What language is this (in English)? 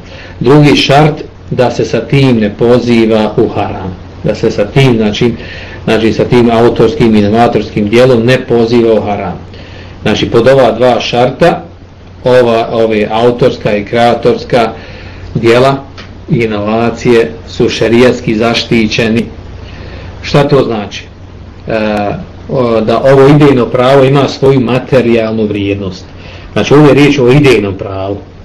Bosnian